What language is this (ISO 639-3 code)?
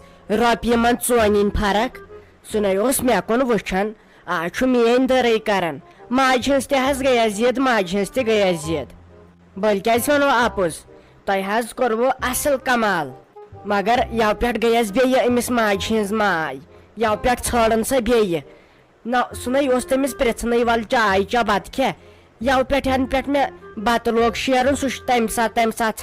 kas